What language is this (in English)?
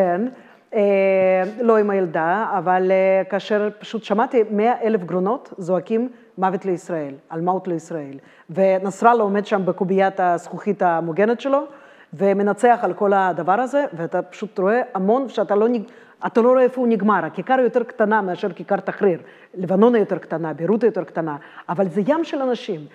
Hebrew